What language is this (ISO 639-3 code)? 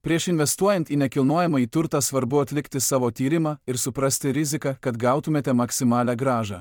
lit